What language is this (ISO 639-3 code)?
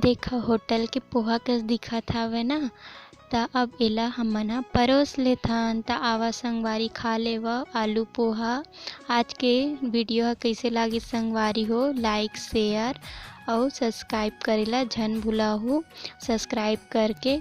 hne